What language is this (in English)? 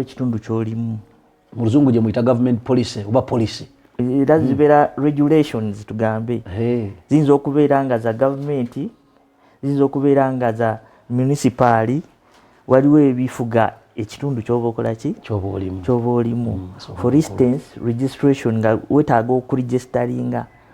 Ganda